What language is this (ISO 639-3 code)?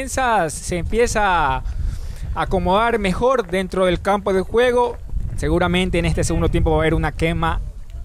spa